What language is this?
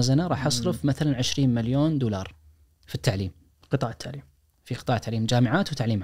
Najdi Arabic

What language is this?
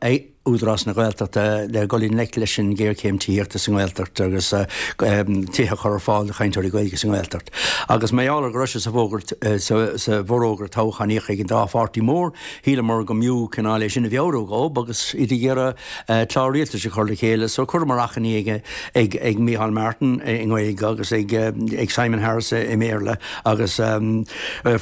Irish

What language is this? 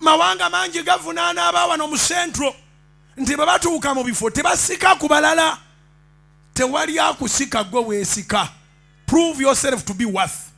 Ganda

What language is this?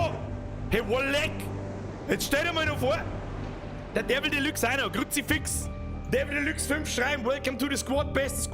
Bavarian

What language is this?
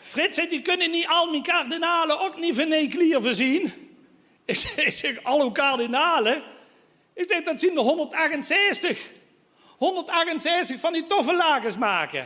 Limburgish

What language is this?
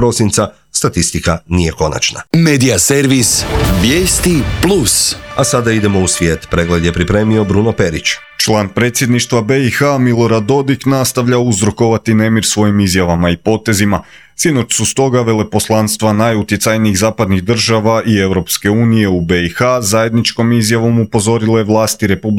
Croatian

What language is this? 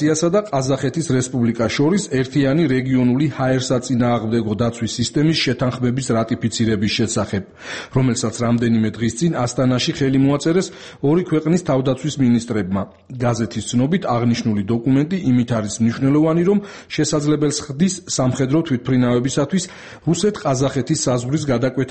Georgian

